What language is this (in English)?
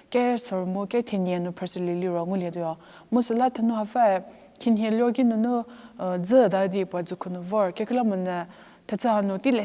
Angami Naga